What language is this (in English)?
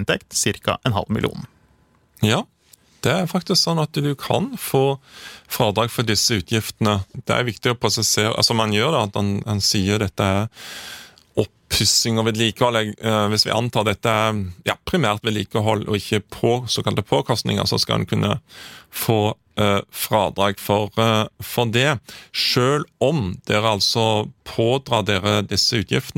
Norwegian